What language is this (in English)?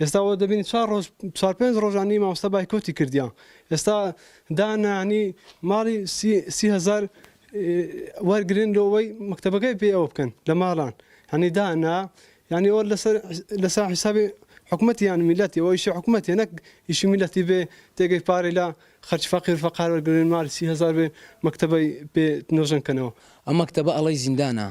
Central Kurdish